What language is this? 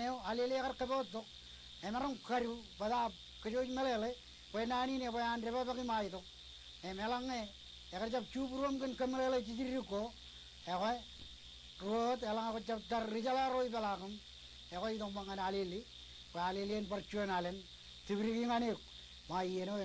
Marshallese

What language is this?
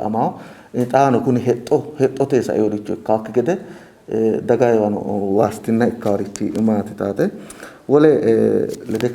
Sidamo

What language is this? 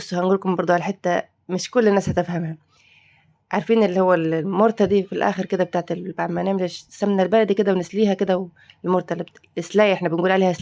Egyptian Arabic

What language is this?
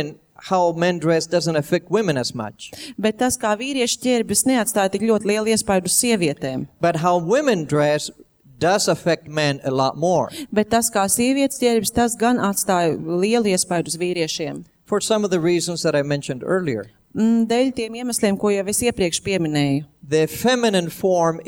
Latvian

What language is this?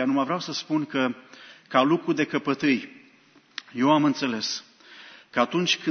Romanian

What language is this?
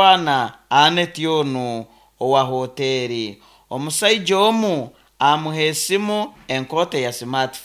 Nyoro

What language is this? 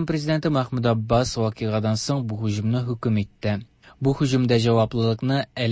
Tatar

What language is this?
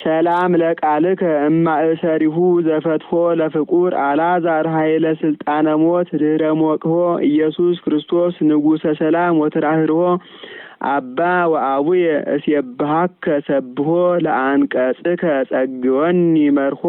Geez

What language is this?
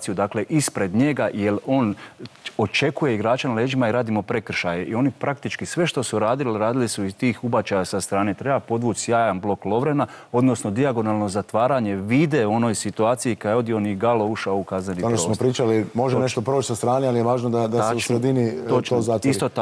Croatian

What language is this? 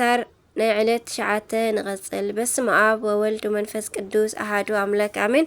Tigrinya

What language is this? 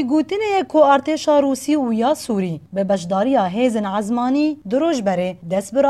Kurdish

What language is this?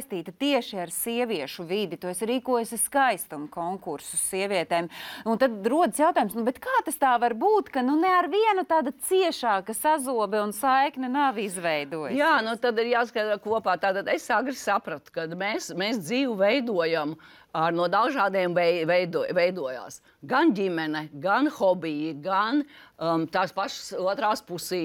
Latvian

